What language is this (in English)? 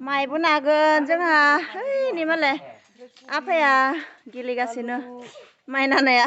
Bodo